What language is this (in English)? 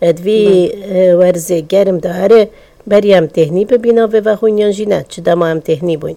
Kurdish